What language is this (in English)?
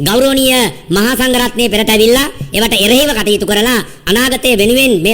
Sinhala